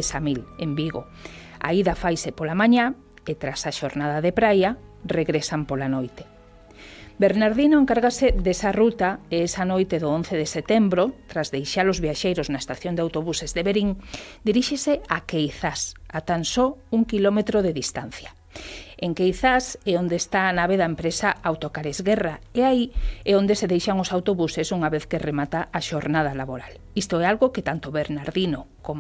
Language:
Galician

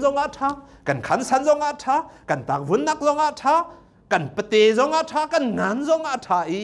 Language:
Hakha Chin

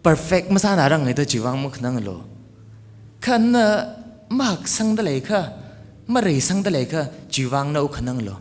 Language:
Tangkhul Naga (India)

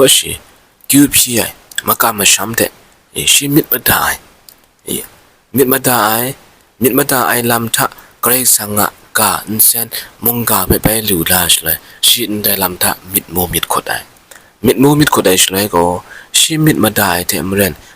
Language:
Kachin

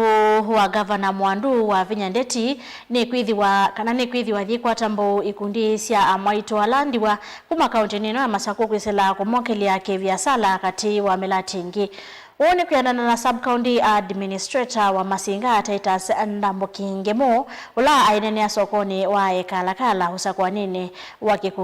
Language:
Kamba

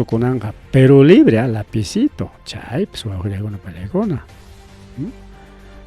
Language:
Ayacucho Quechua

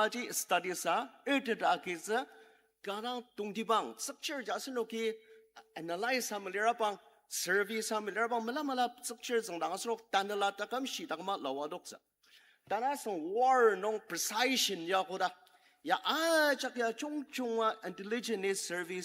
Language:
Ao Naga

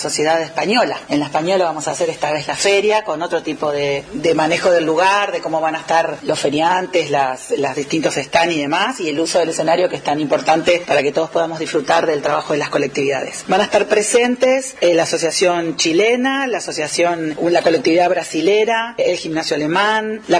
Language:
Spanish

